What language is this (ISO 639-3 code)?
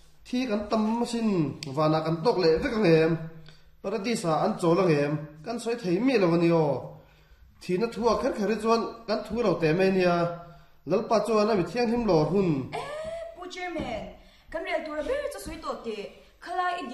lus